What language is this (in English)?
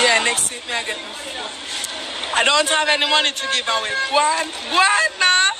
Jamaican Creole English